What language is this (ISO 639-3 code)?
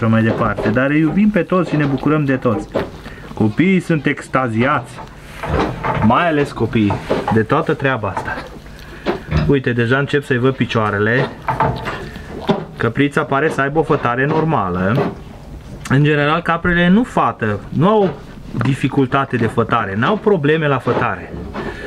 ron